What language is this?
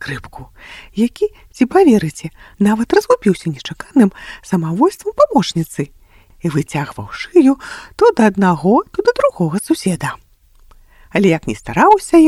Belarusian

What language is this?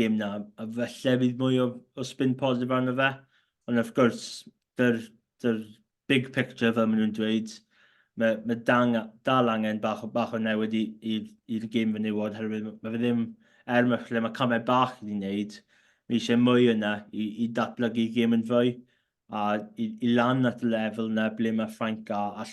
Welsh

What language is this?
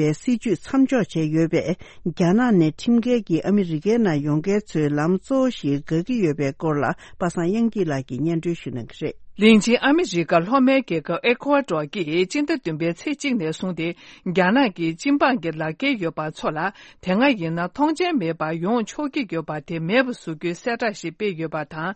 Tibetan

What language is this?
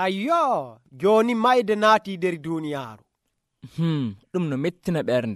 Nigerian Fulfulde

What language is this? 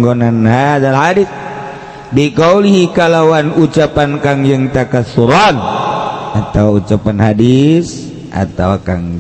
Sundanese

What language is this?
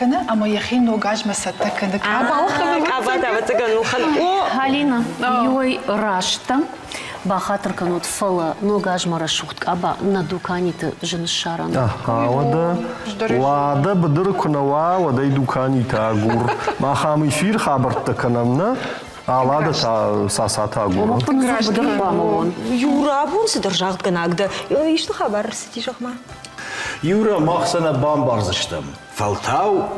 Ossetic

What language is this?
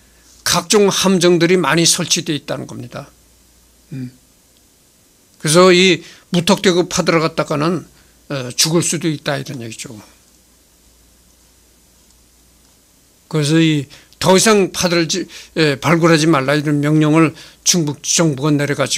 Korean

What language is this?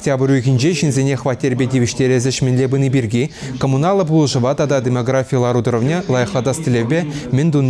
Chuvash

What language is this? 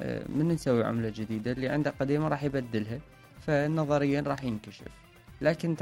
Mesopotamian Arabic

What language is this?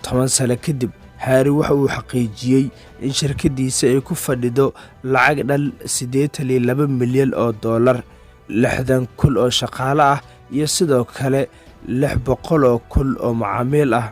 Somali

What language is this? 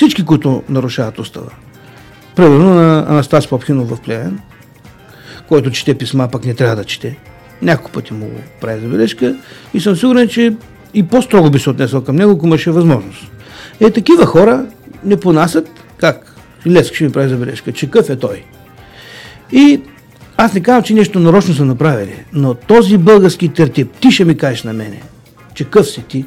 Bulgarian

